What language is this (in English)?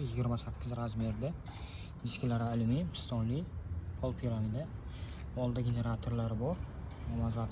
Uzbek